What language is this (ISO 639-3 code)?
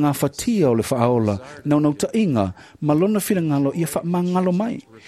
smo